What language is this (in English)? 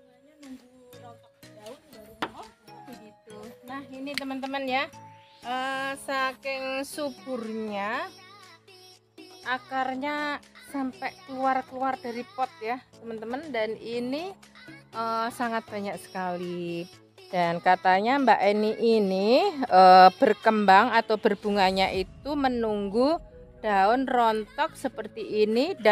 Indonesian